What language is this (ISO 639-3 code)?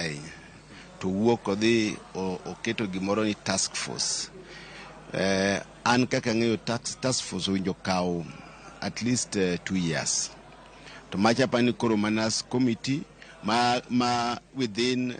luo